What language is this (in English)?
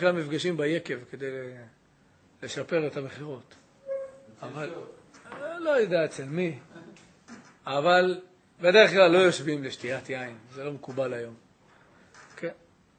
Hebrew